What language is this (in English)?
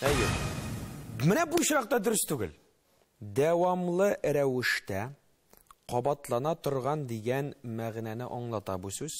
Tatar